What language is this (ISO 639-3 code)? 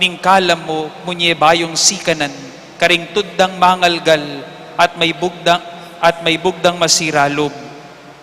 pam